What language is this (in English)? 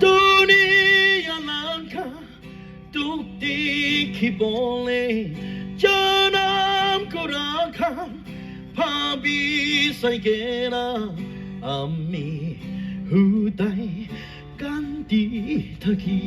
Naga Pidgin